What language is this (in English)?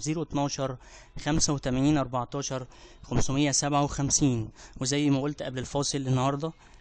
Egyptian Arabic